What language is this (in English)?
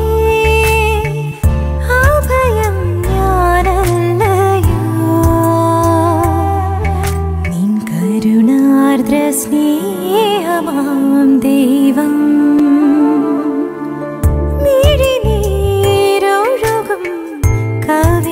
Malayalam